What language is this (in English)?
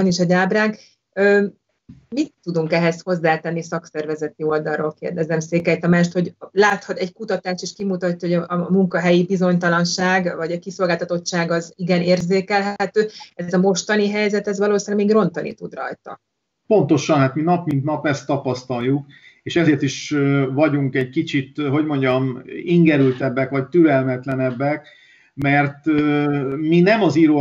Hungarian